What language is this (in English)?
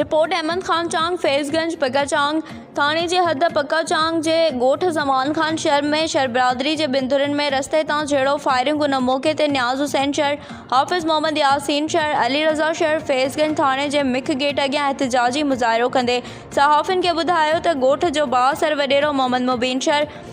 Sindhi